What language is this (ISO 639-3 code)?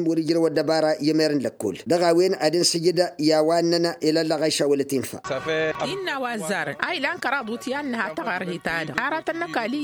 taq